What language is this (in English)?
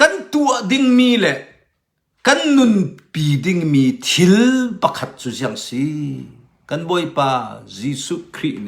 Hakha Chin